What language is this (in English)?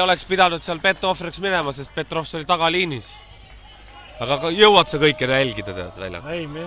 Estonian